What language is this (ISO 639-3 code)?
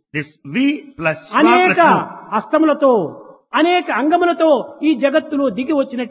tel